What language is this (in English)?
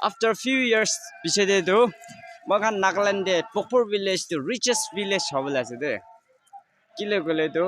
Naga Pidgin